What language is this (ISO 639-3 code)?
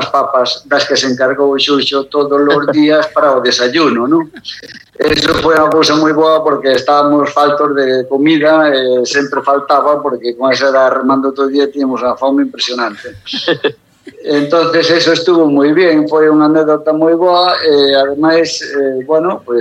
glg